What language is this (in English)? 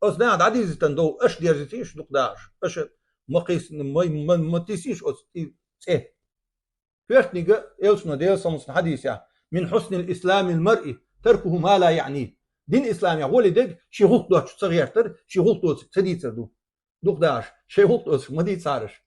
Chechen